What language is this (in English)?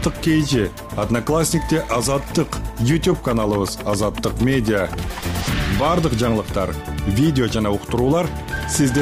Kyrgyz